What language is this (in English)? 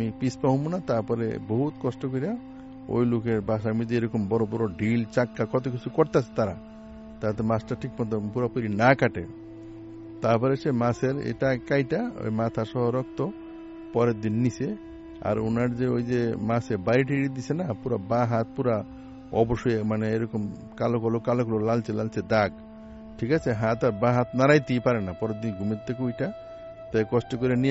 Bangla